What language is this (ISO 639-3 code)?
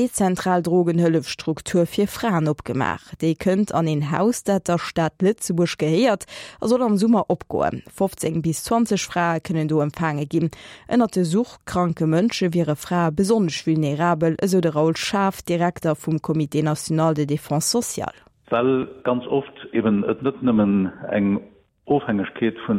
ltz